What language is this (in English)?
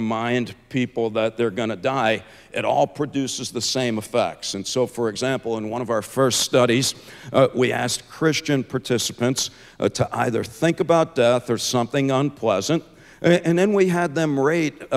English